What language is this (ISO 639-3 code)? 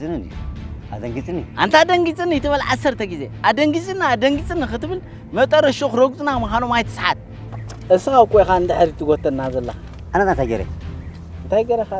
tir